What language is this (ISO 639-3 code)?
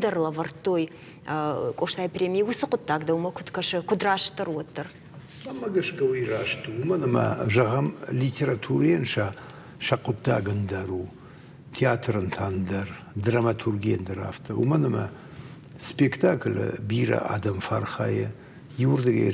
oss